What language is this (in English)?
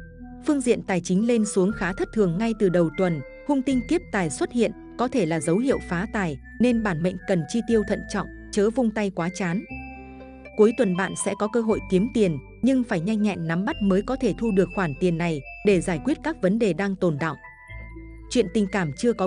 Vietnamese